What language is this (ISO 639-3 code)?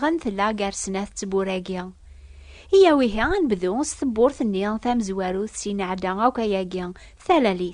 kab